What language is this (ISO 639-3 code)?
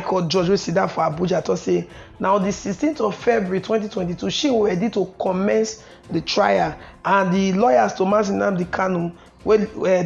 pcm